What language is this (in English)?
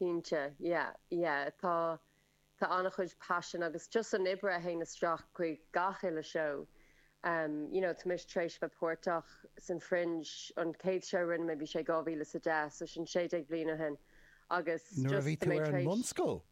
Irish